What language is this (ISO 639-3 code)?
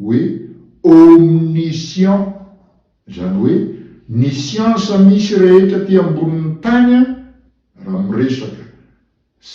mlg